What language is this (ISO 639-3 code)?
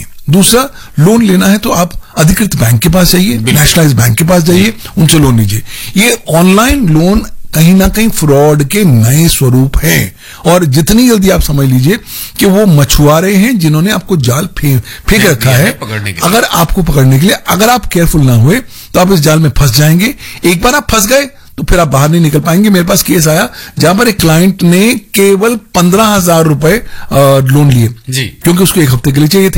hin